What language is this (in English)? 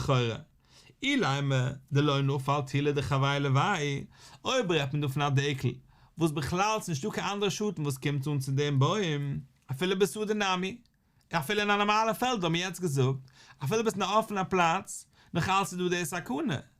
Yiddish